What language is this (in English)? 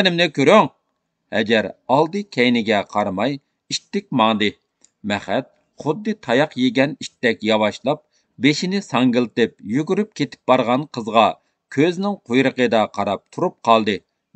Uyghur